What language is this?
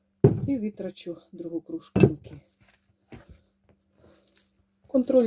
Ukrainian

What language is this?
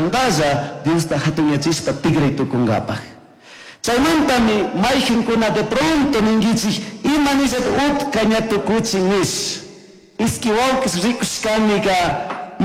Chimborazo Highland Quichua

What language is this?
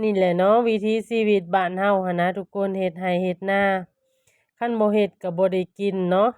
Lao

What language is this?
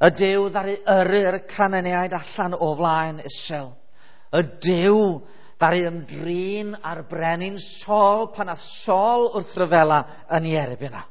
Welsh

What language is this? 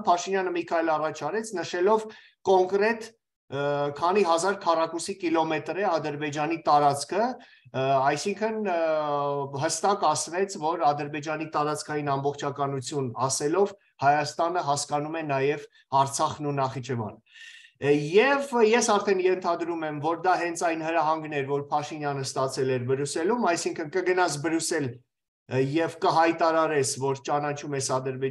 Armenian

